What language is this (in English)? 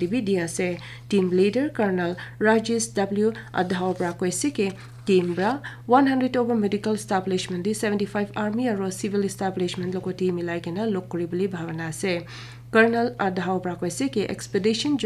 Naga Pidgin